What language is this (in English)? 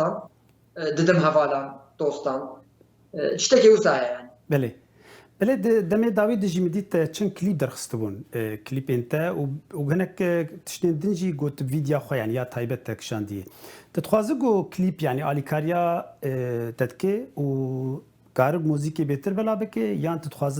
Kurdish